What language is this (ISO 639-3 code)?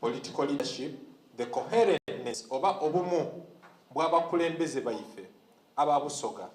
xog